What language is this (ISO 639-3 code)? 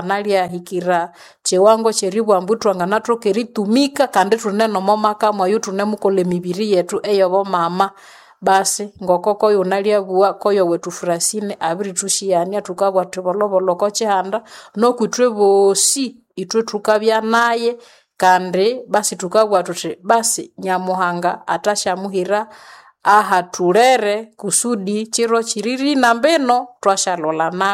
nnb